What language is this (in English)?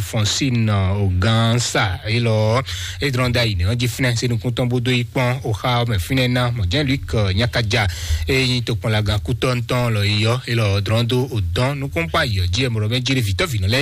Fon